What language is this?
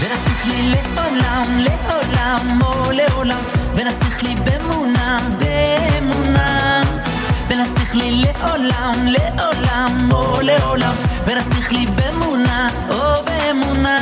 Yiddish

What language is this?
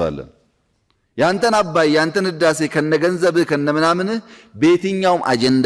Amharic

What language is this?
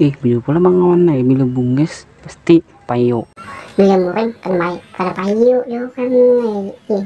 Banjar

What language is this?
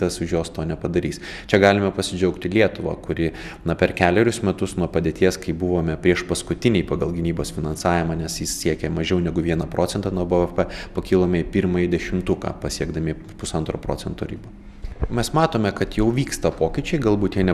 Lithuanian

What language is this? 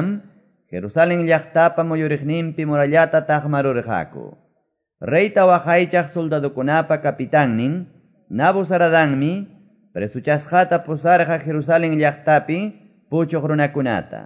Quechua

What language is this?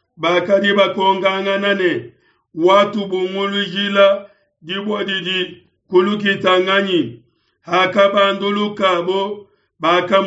Luba-Lulua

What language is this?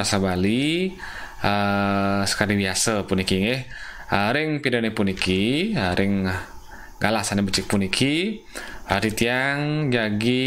Balinese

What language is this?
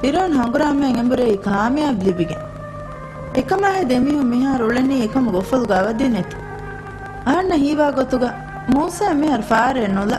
Divehi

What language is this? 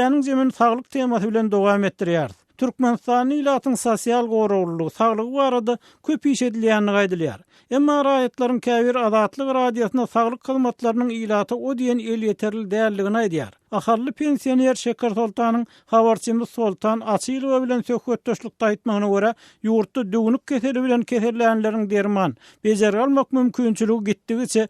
Turkmen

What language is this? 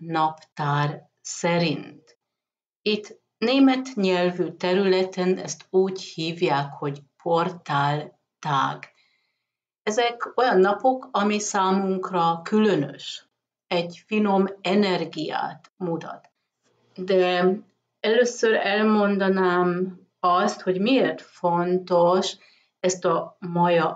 Hungarian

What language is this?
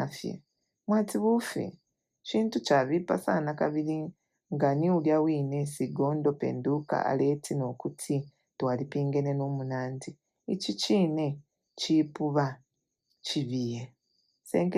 Bemba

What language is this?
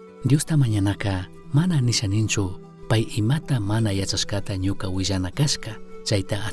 Chimborazo Highland Quichua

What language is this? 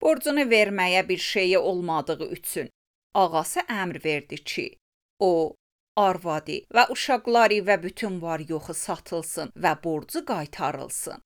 Azerbaijani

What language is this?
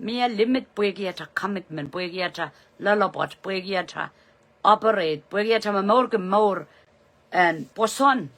Pohnpeian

